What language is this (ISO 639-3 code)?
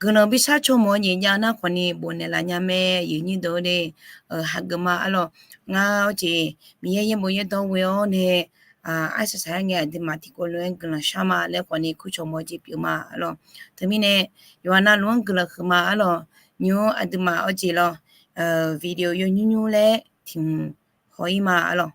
ahk